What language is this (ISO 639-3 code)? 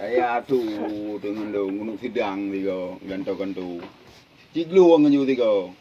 ace